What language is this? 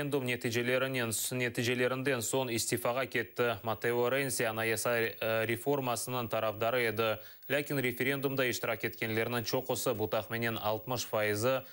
Crimean Tatar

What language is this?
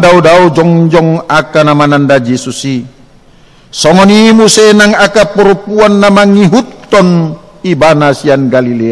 Batak Toba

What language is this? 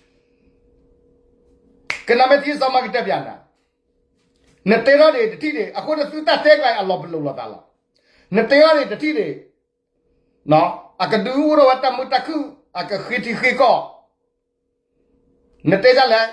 S'gaw Karen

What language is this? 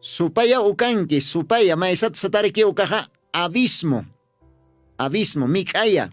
Aymara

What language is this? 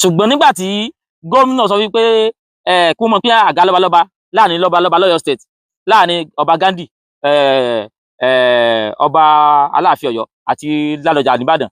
Yoruba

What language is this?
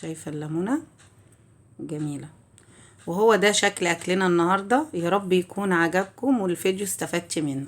Egyptian Arabic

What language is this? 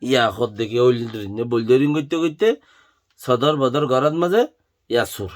Rohingya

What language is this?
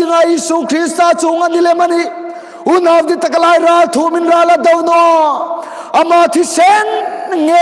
Hmar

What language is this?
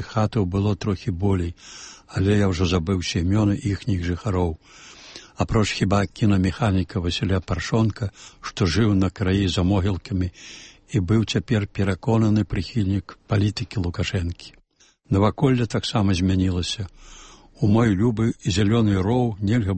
Belarusian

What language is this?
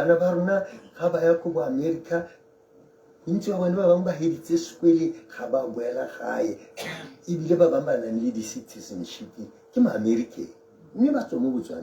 Tswana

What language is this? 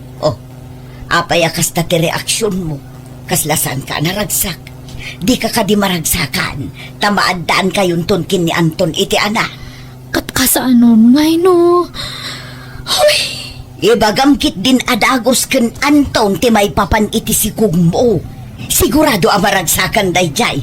Iloko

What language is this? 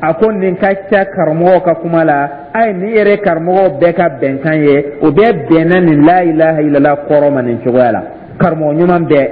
Dyula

